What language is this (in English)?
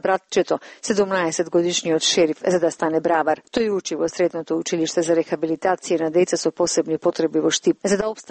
Macedonian